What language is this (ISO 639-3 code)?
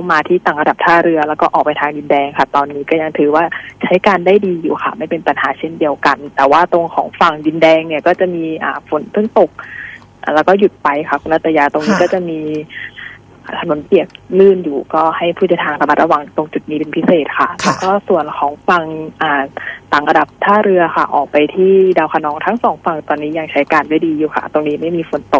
tha